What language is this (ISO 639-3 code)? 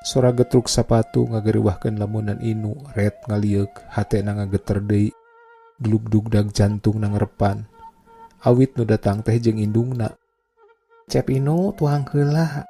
sun